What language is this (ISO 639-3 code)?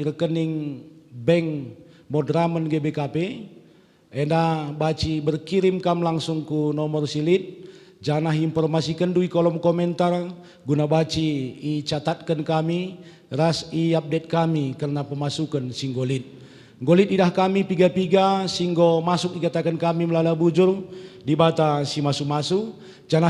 btx